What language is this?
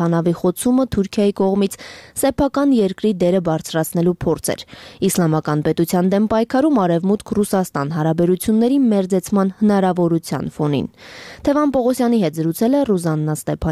Armenian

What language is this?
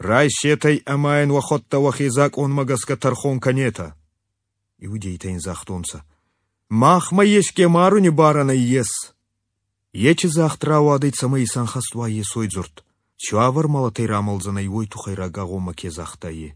Ossetic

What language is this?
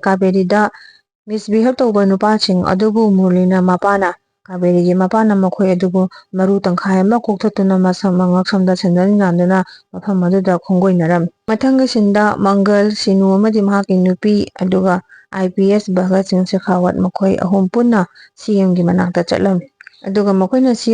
Manipuri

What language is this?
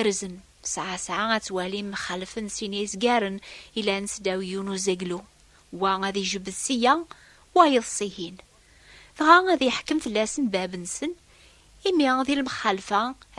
Kabyle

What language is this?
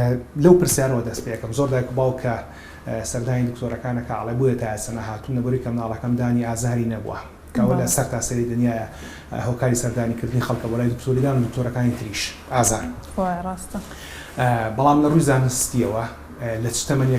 Central Kurdish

